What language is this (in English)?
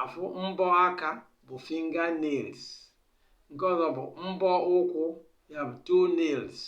Igbo